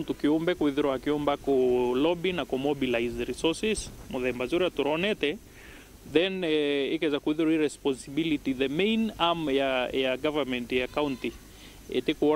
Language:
Meru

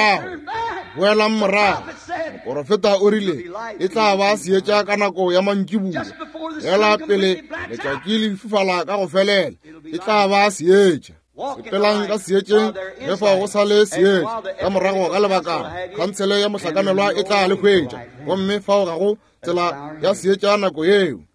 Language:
Northern Sotho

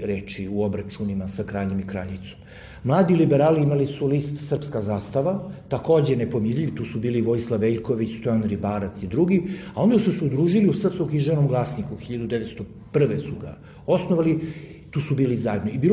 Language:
Serbian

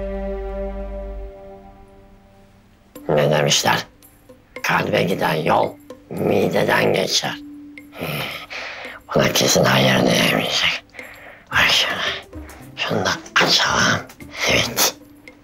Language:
Turkish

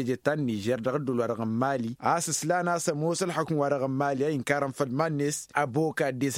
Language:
Tamasheq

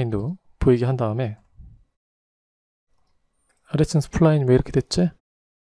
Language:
Korean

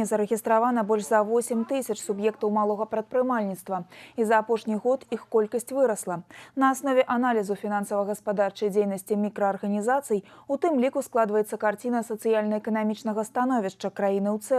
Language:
Belarusian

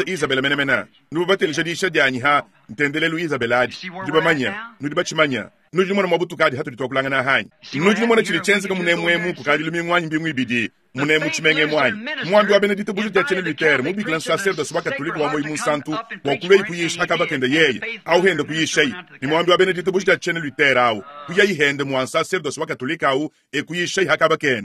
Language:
Luba-Lulua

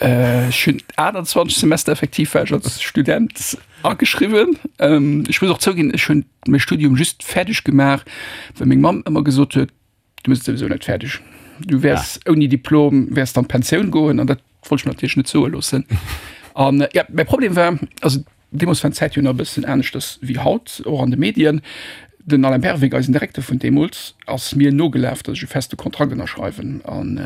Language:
Luxembourgish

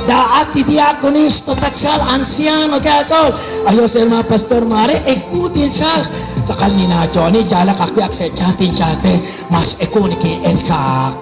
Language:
Kekchí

